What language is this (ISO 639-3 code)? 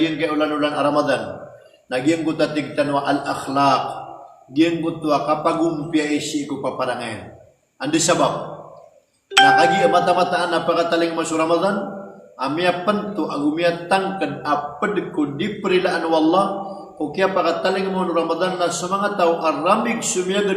mrw